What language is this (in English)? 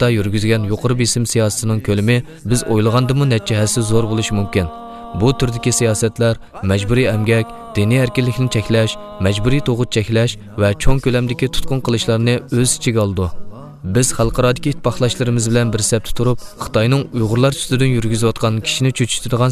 Uyghur